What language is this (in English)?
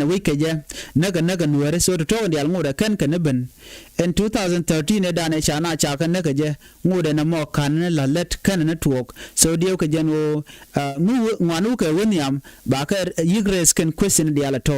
Nuer